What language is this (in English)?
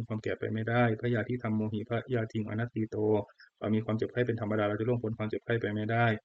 Pali